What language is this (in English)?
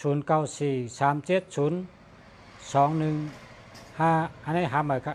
Shan